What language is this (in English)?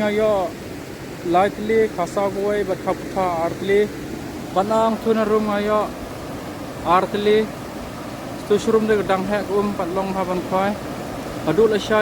Khasi